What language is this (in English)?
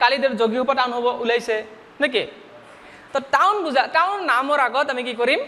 Assamese